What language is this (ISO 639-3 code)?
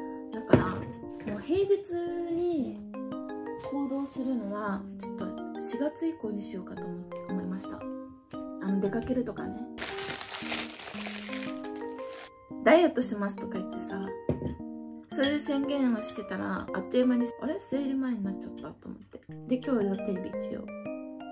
jpn